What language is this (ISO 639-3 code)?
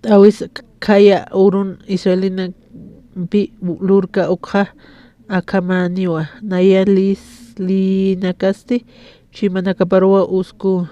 aym